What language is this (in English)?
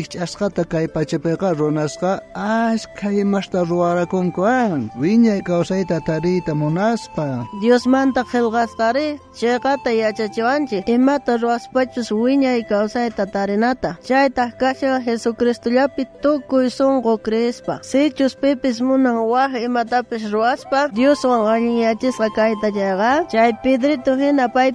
South Bolivian Quechua